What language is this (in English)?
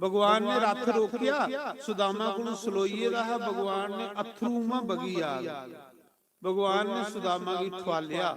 Dogri